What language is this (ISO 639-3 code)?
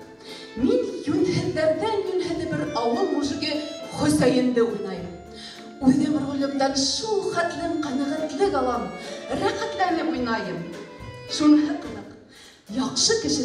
bak